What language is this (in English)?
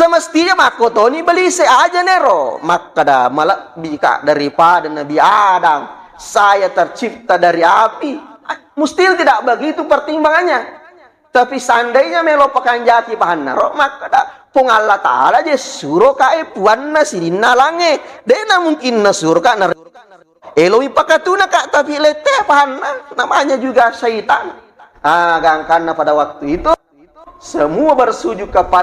Buginese